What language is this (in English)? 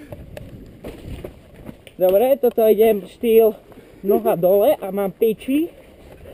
Slovak